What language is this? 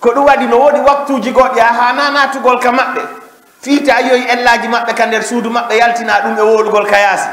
Fula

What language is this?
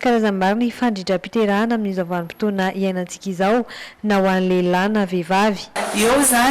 Malagasy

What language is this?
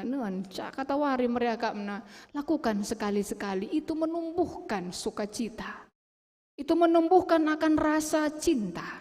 Batak Karo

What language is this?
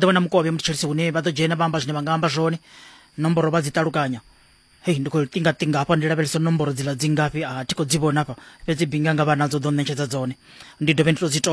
Venda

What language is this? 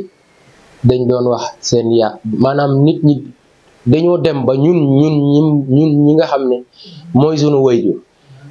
Wolof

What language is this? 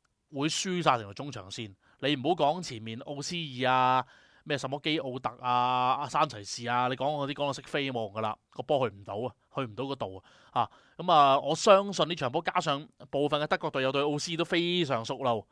Cantonese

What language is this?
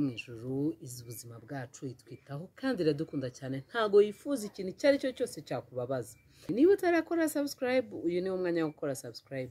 Kinyarwanda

